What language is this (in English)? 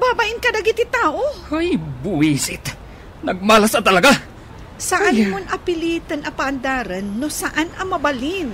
Iloko